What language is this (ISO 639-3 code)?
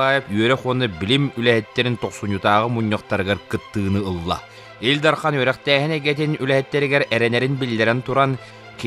sah